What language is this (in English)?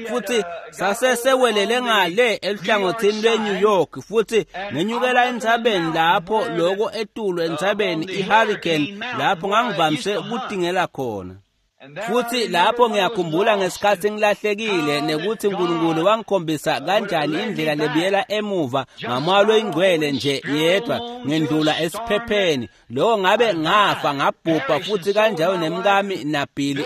Swati